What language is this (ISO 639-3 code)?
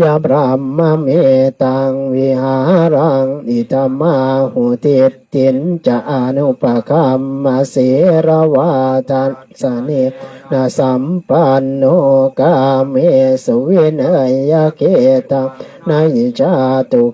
pli